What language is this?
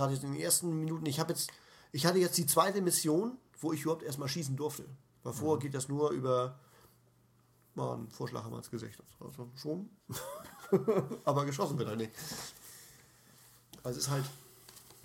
German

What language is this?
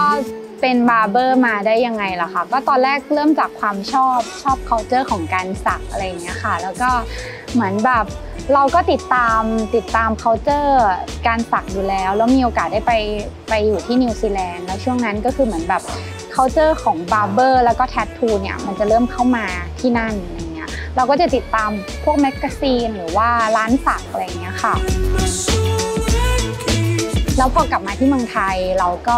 Thai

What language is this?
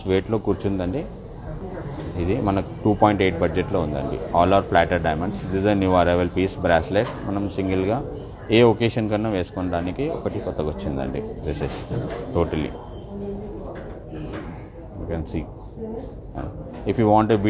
Telugu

